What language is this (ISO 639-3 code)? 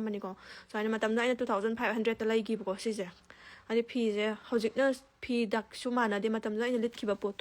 mni